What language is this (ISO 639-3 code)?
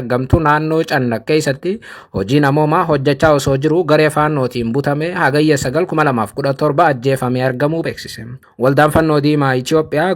orm